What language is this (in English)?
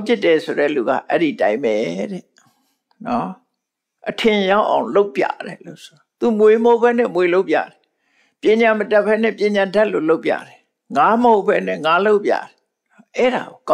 Burmese